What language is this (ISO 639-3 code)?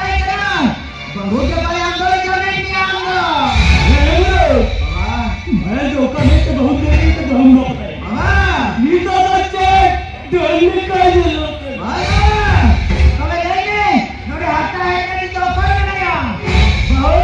sat